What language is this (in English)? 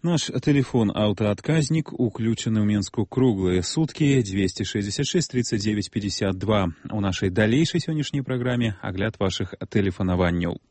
Belarusian